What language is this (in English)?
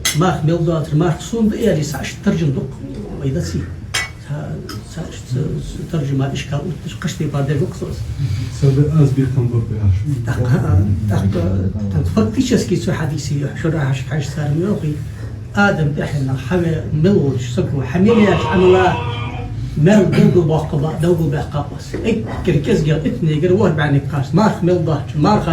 Ingush